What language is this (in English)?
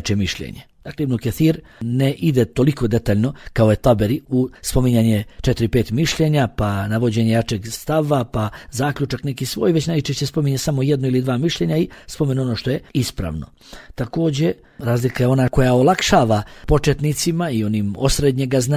Bosnian